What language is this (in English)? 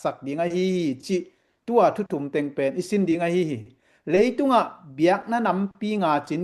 Tedim Chin